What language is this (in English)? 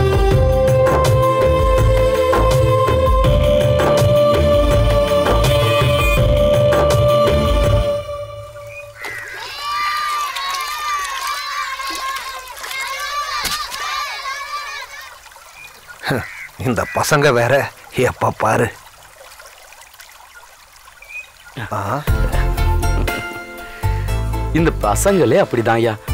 Tamil